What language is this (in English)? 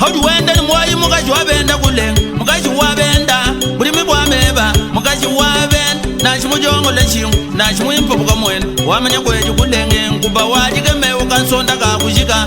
Luba-Lulua